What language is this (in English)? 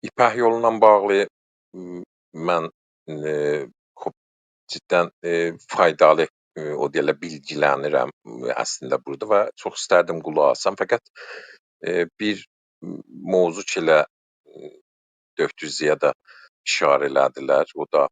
South Azerbaijani